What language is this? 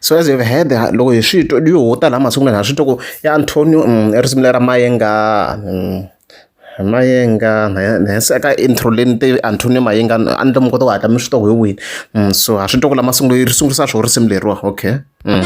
Tsonga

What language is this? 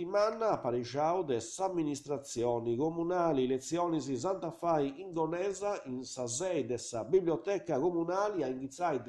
Sardinian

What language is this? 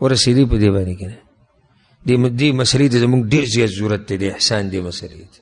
Pashto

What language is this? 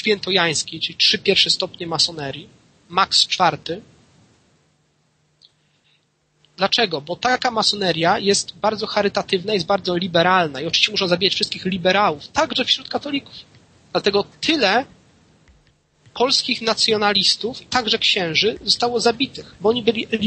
Polish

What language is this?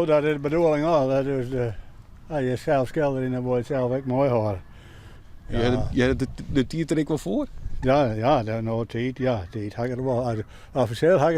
Western Frisian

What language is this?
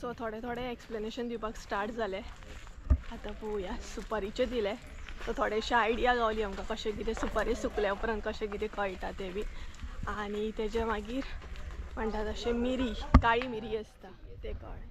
Konkani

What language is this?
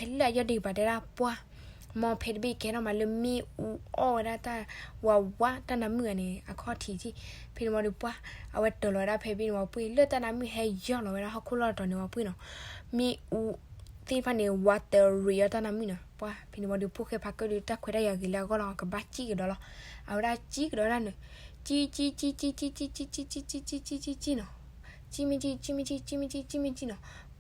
S'gaw Karen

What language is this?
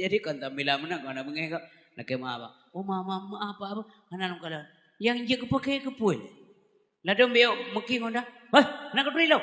Achinese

